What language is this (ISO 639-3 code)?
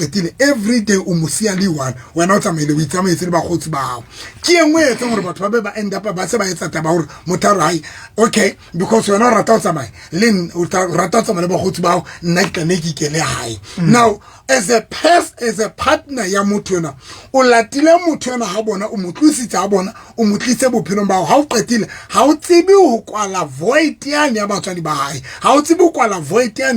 sot